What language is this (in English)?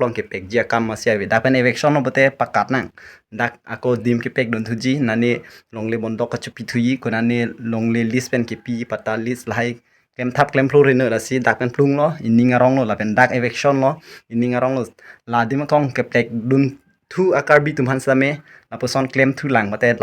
Karbi